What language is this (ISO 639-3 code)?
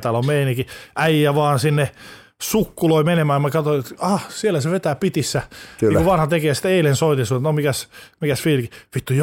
fin